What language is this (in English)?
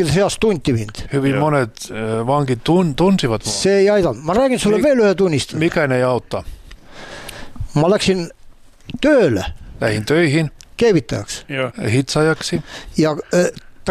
Estonian